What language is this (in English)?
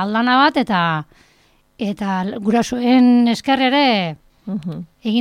Basque